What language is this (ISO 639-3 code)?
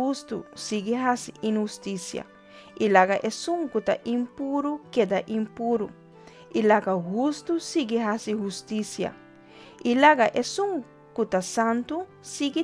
pap